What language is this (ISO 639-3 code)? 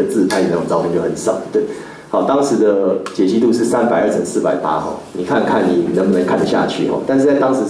zho